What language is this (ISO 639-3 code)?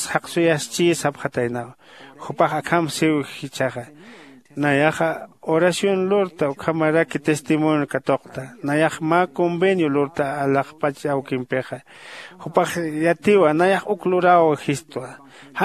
aym